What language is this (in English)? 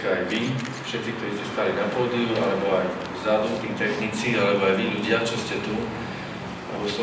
Slovak